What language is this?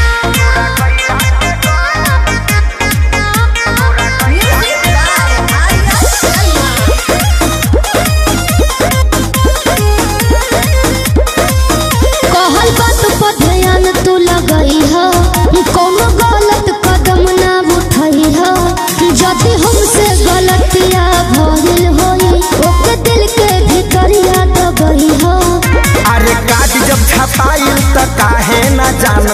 Bhojpuri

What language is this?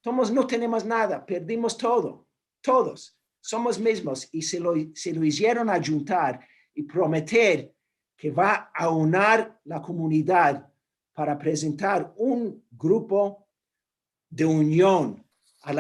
Ladino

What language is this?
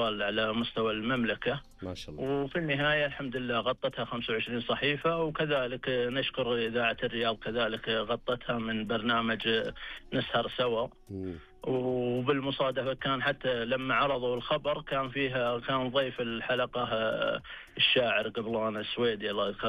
Najdi Arabic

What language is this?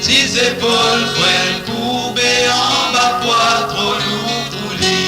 Morisyen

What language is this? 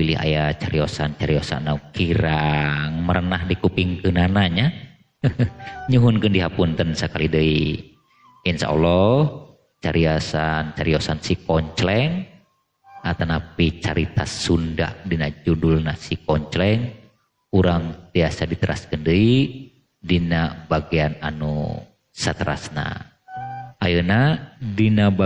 Sundanese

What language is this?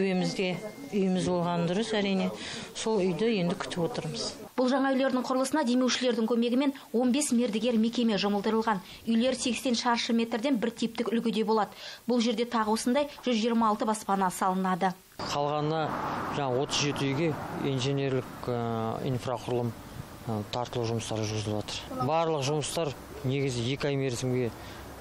Kazakh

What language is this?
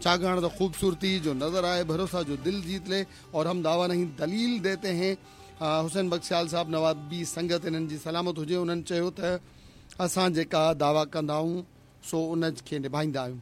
Sindhi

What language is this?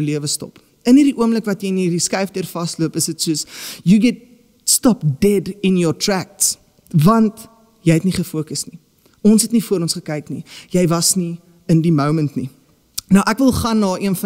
Afrikaans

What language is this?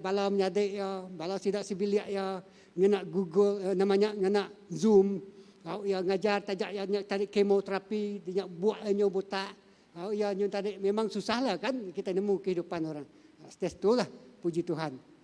Iban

